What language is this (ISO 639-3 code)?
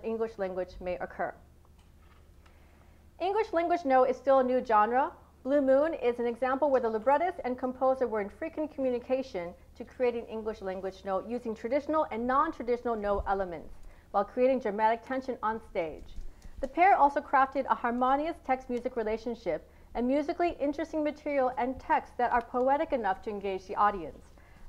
eng